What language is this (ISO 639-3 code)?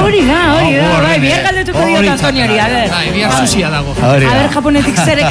eus